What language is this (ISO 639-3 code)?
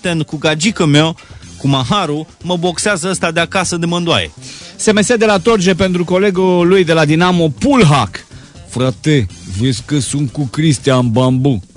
ron